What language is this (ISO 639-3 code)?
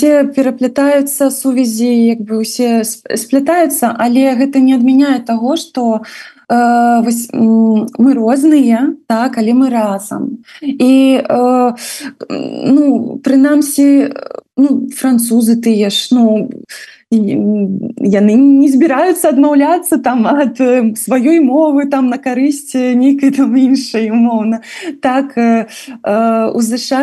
bel